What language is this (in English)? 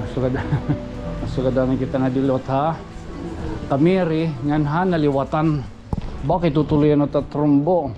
Waray